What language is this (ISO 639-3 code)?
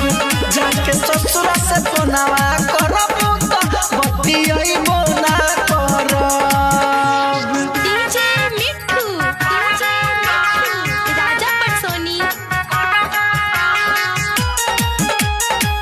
bho